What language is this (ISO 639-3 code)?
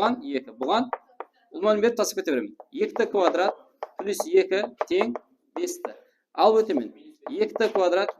kaa